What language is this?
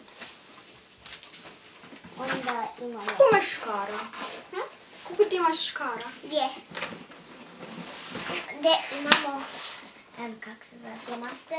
Croatian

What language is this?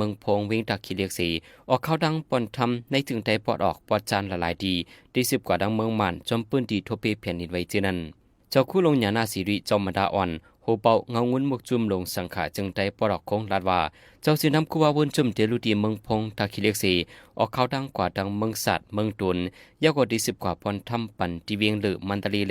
Shan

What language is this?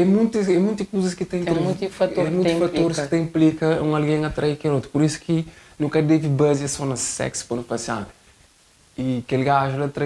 Kabuverdianu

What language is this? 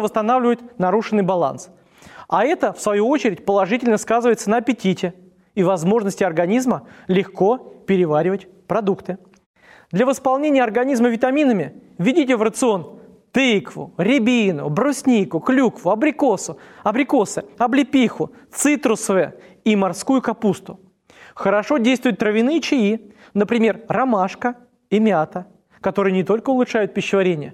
Russian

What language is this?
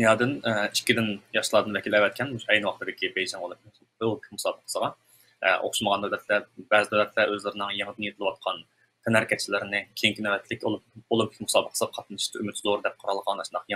Uyghur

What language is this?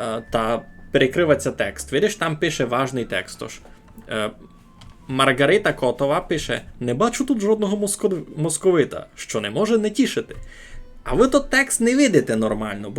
Rusyn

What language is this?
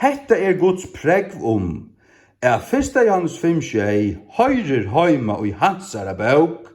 Faroese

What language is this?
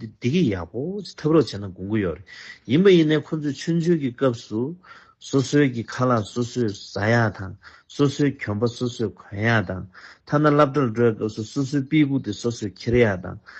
Tibetan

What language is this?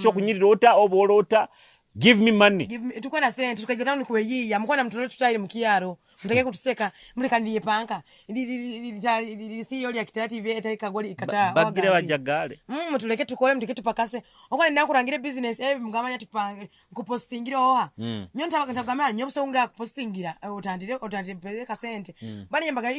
Nyoro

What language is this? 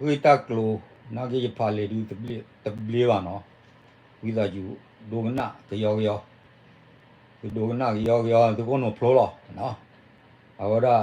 S'gaw Karen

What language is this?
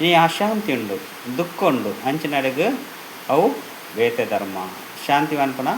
Tulu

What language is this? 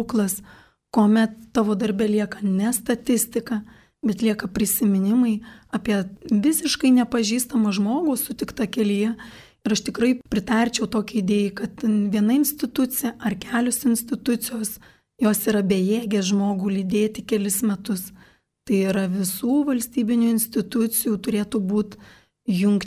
Lithuanian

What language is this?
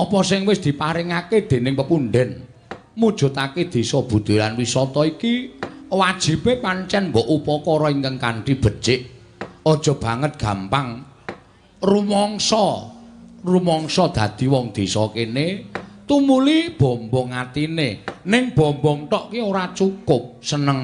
Javanese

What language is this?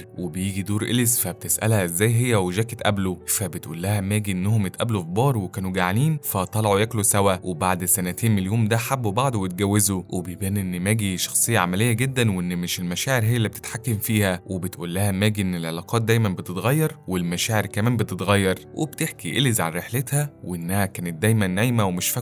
Egyptian Arabic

